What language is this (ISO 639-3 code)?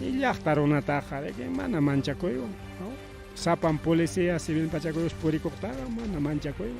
quy